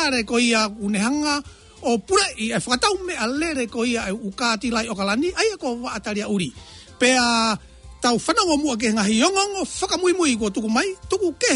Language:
Tongan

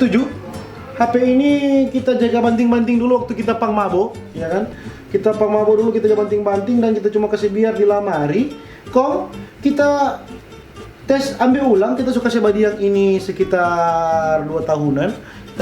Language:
Manado Malay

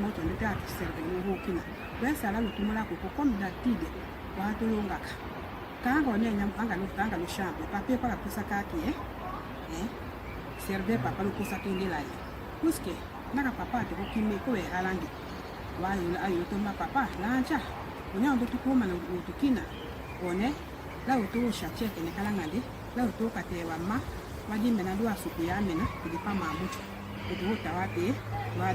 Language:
Tetela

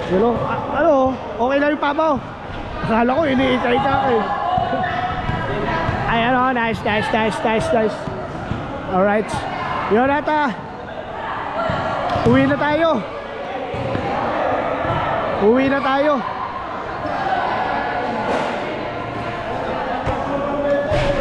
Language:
Filipino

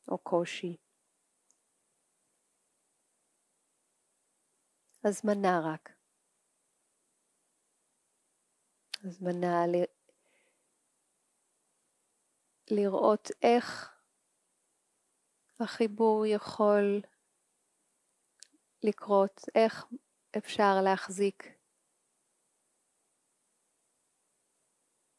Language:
Hebrew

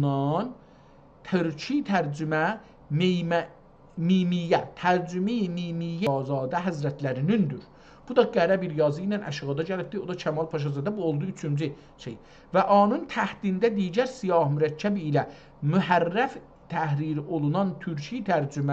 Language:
South Azerbaijani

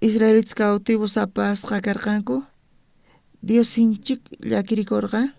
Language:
South Bolivian Quechua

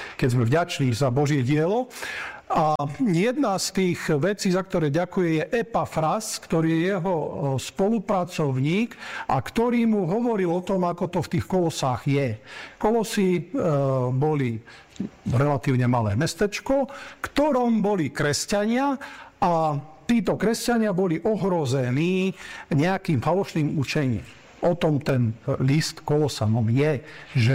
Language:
Slovak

